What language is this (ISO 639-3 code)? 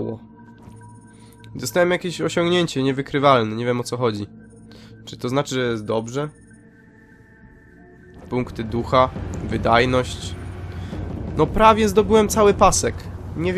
pol